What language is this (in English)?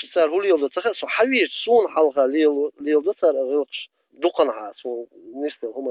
Chechen